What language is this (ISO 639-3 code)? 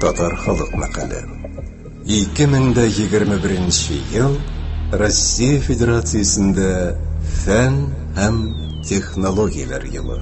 tat